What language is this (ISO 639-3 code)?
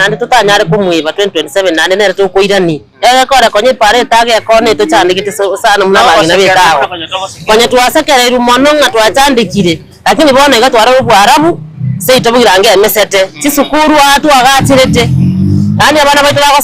guz